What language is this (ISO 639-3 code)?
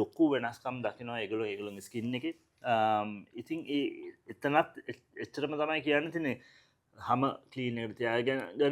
sin